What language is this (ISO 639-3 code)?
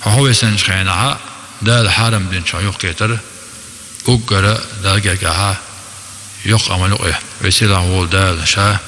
che